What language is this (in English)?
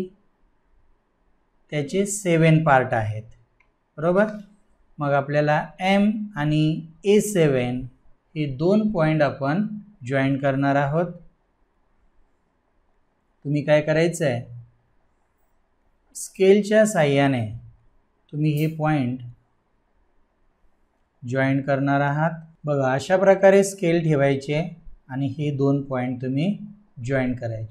Marathi